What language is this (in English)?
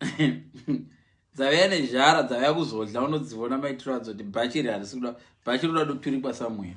Shona